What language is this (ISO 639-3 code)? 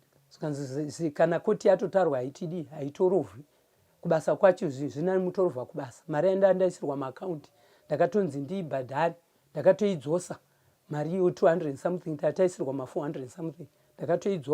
sna